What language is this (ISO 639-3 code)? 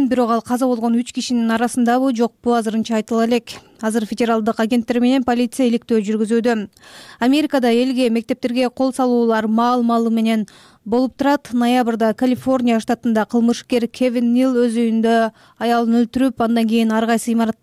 kir